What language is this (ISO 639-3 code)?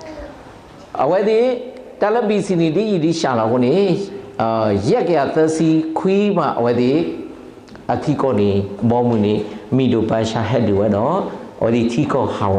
ksw